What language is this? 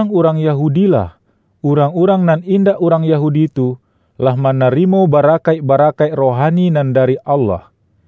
Minangkabau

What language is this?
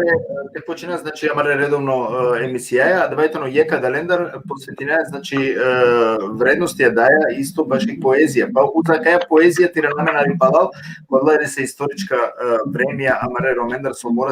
Balkan Romani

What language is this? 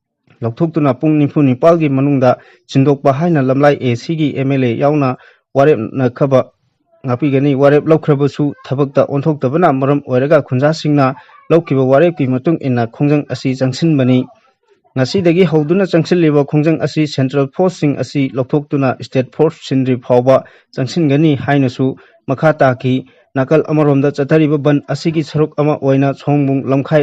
Manipuri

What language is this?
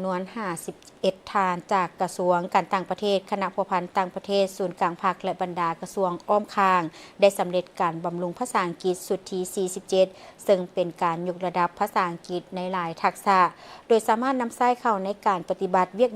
Lao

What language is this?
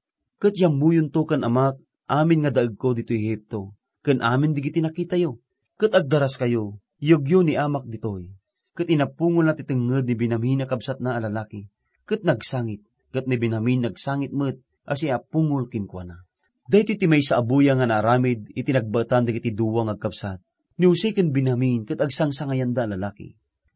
Iloko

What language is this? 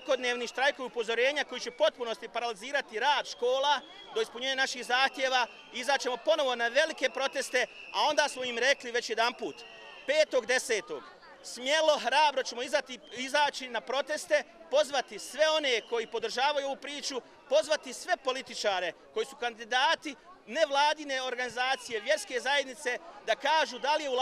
Bosnian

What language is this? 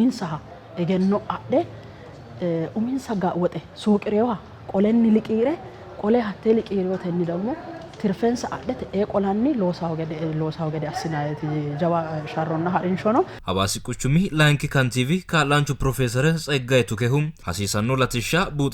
Sidamo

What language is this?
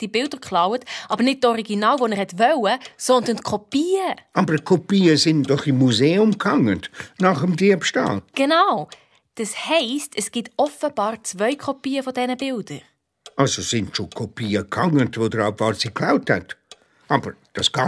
Swiss German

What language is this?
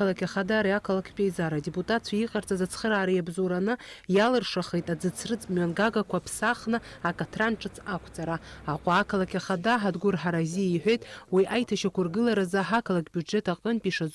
Abkhazian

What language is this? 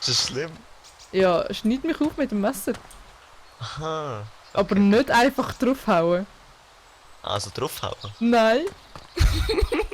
Swiss German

